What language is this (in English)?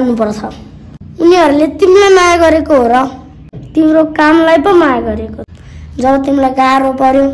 Nepali